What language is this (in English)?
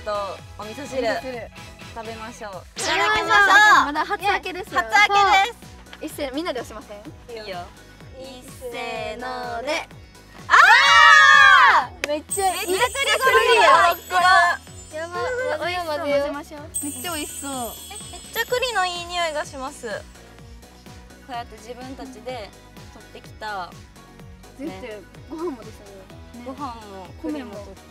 Japanese